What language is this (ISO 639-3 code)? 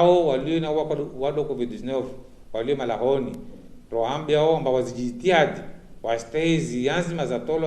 zdj